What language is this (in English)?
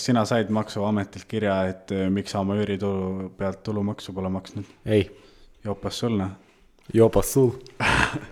Estonian